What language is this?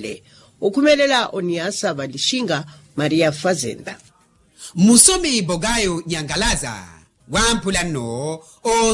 Makhuwa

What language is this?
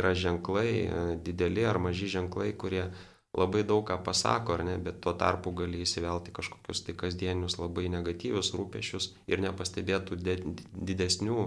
Lithuanian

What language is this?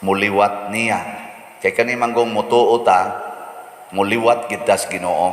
Cebuano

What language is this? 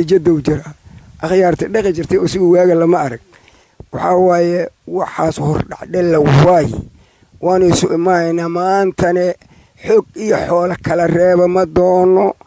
Somali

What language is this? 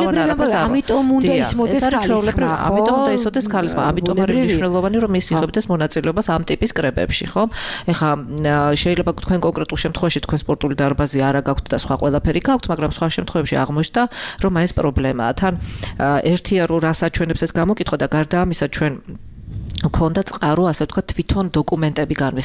Georgian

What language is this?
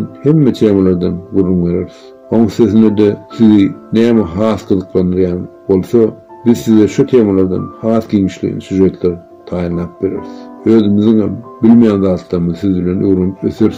Turkmen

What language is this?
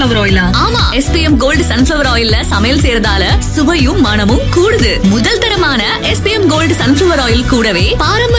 Tamil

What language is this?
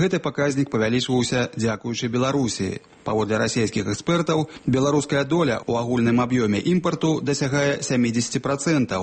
Belarusian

